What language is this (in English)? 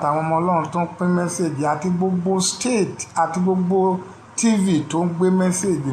Yoruba